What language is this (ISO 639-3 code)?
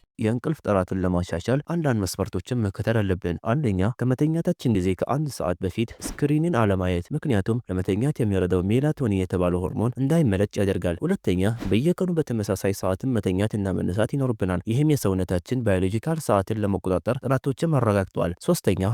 amh